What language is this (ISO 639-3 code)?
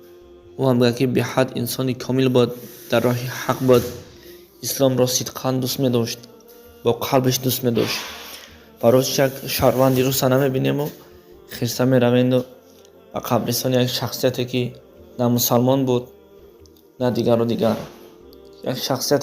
tgk